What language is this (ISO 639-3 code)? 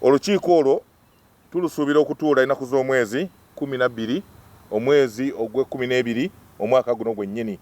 lug